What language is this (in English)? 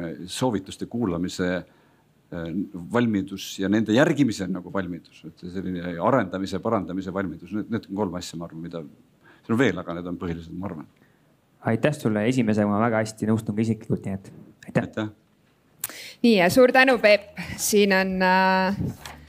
Estonian